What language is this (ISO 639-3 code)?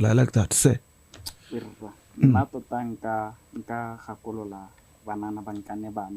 tsn